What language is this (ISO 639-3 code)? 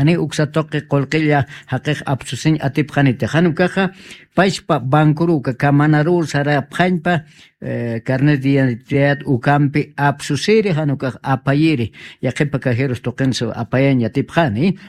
aym